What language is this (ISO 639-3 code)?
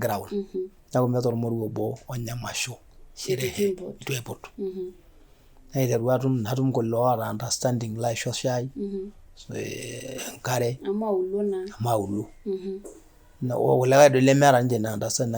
mas